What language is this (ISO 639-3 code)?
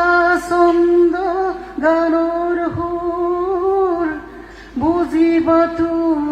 asm